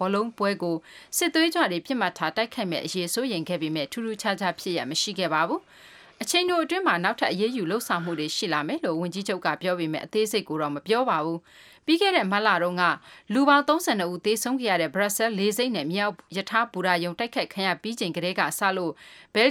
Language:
Burmese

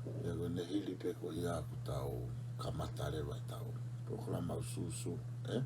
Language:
Tongan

